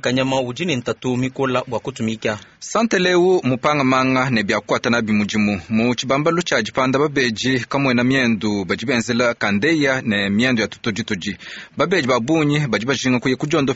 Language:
Luba-Lulua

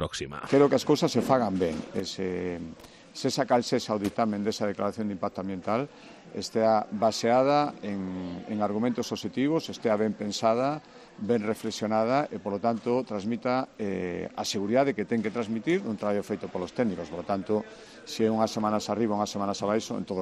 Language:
Galician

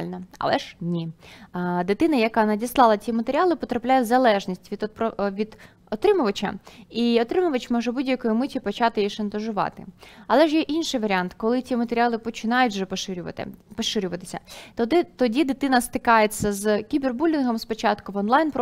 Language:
Ukrainian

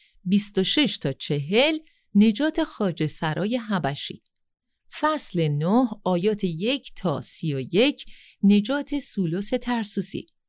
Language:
Persian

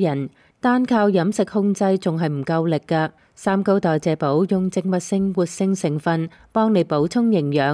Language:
Cantonese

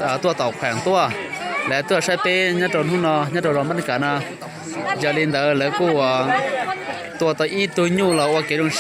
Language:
Hmong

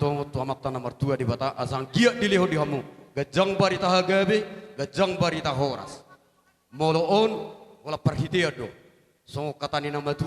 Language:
Batak Toba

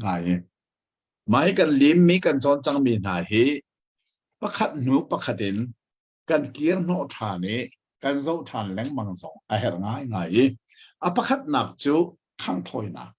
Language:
Hakha Chin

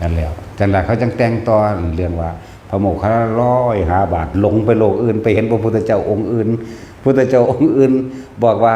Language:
Northeastern Thai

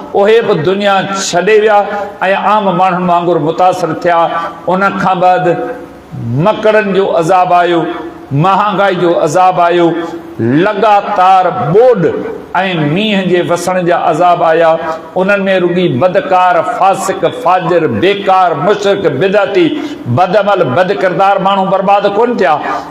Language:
Sindhi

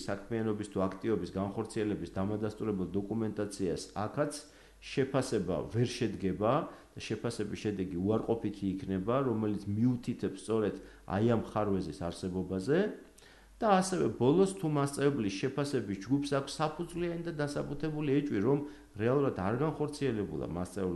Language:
Georgian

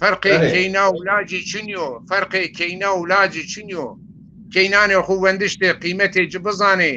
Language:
Zaza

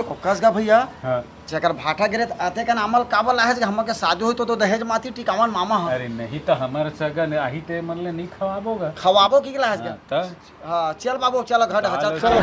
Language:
Chhattisgarhi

